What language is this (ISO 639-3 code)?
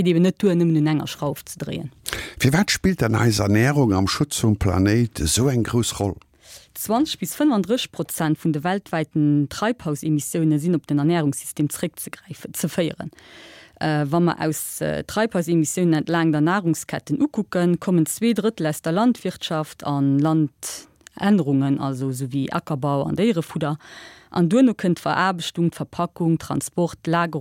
ltz